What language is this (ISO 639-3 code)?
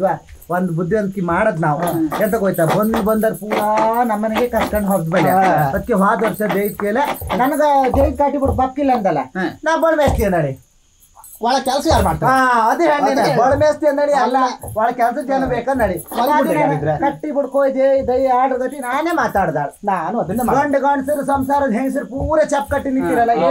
kan